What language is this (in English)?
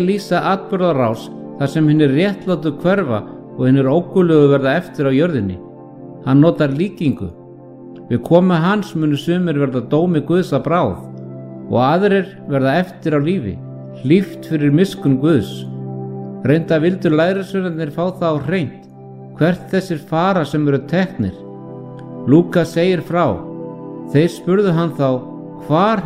Icelandic